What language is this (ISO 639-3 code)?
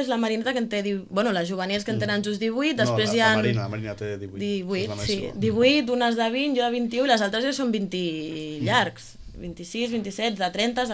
cat